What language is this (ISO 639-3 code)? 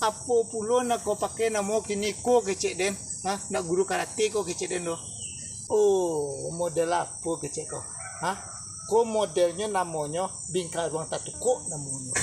min